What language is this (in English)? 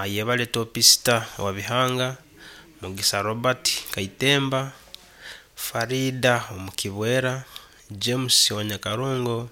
Nyankole